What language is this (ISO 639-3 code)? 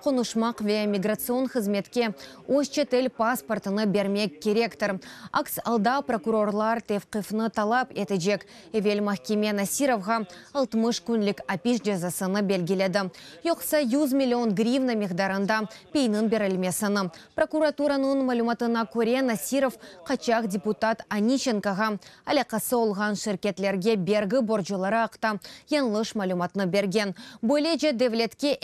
crh